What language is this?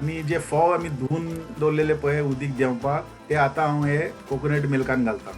Konkani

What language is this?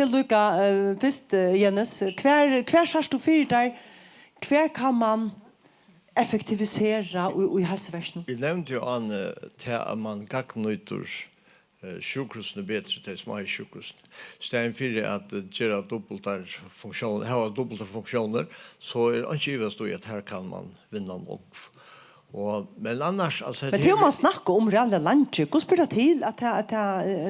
Faroese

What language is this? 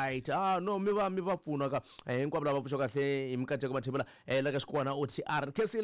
Tsonga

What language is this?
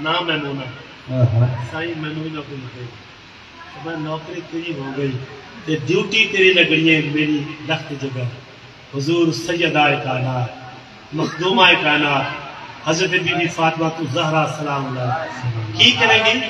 Saraiki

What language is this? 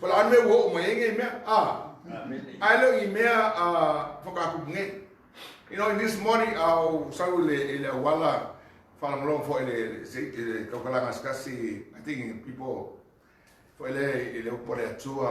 Samoan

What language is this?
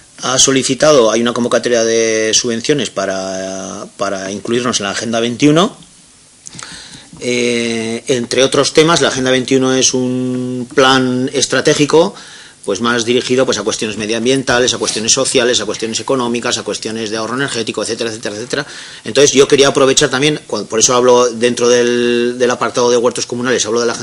Spanish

